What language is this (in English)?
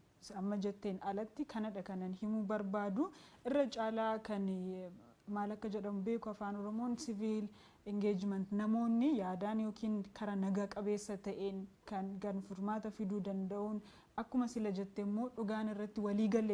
Oromo